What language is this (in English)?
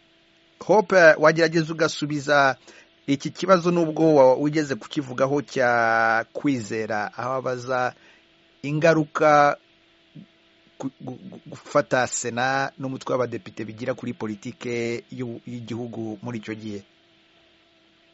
Kinyarwanda